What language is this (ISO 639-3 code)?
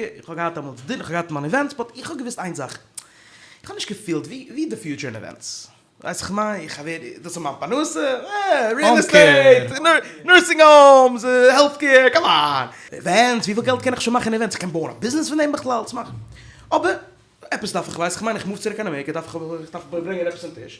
yid